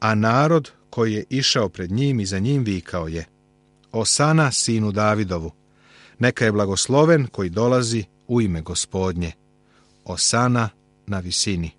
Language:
Serbian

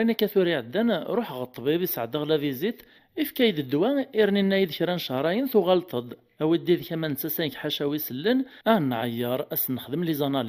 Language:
Kabyle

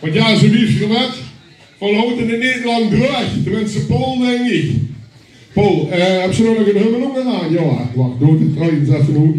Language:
Limburgish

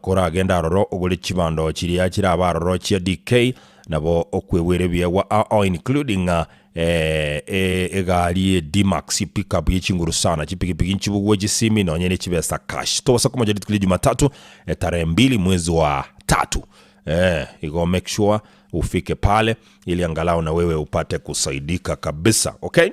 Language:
Gusii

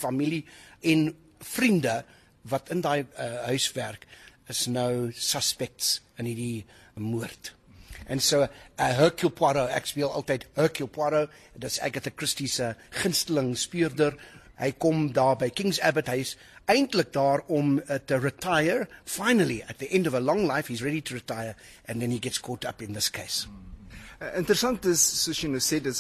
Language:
Afrikaans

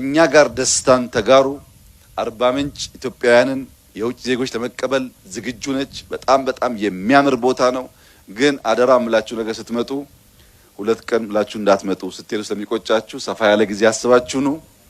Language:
Amharic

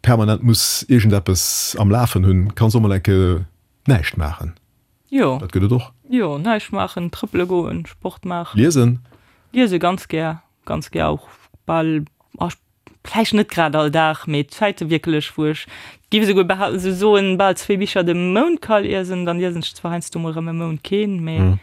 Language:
Luxembourgish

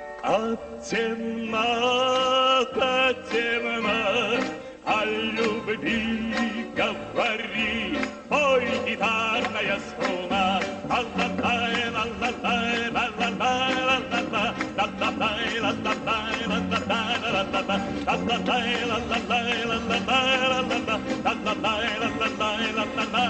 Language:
Russian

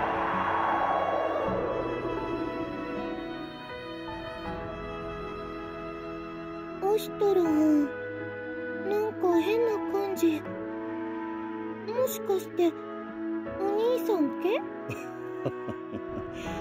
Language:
Japanese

